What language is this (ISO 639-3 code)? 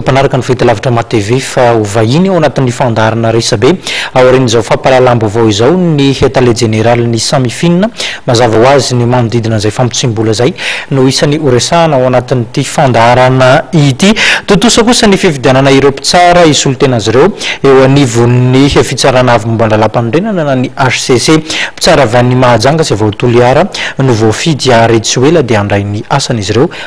mlg